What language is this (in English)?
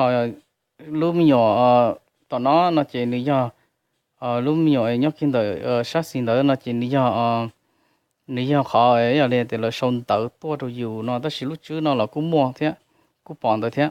Hmong